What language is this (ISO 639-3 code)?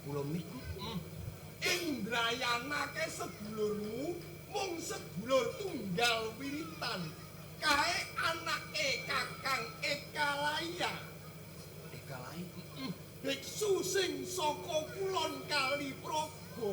jav